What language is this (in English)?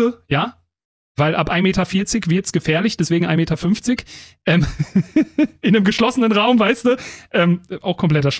German